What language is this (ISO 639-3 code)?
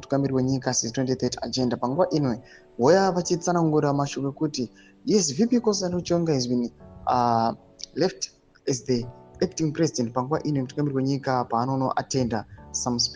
sna